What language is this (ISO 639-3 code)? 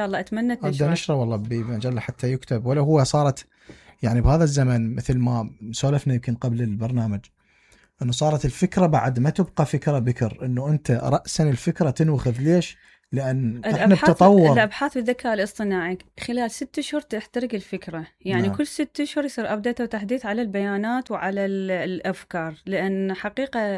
acm